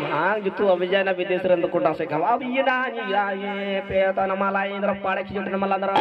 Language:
Santali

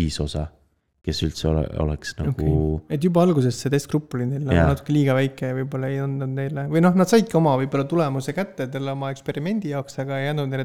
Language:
Estonian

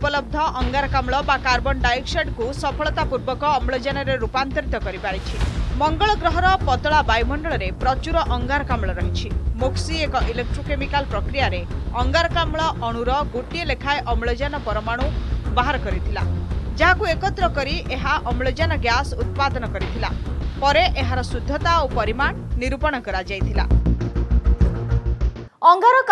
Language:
Odia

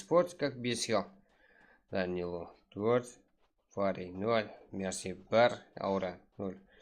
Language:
Kara-Kalpak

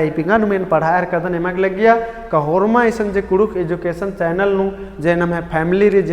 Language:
Kurukh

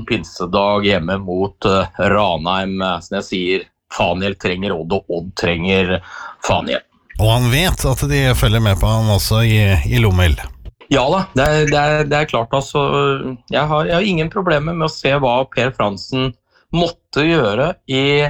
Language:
Norwegian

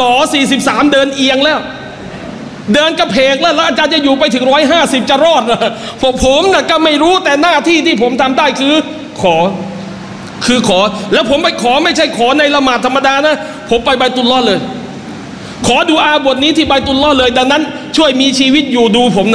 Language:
Thai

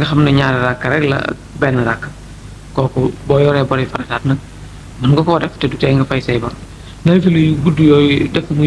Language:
Wolof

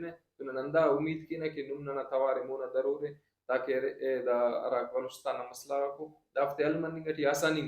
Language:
Brahui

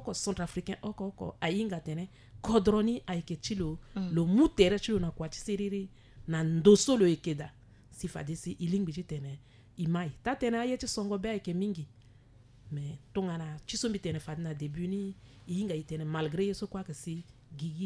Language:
Sango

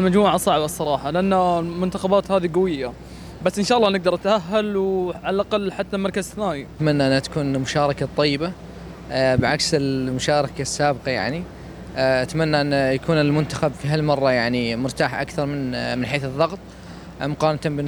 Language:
North Levantine Arabic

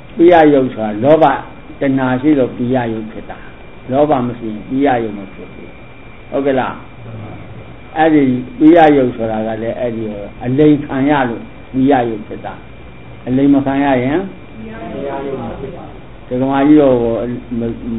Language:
Burmese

